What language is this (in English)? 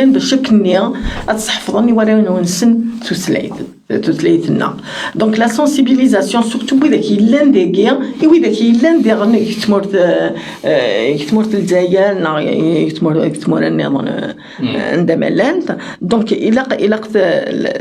Kabyle